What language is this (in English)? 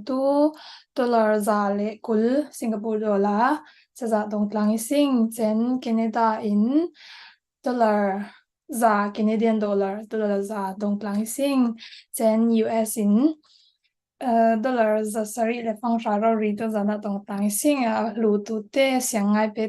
Falam Chin